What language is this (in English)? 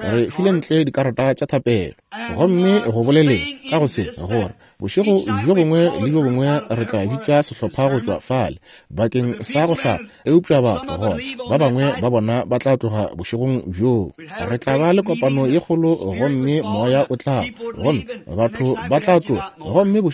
Northern Sotho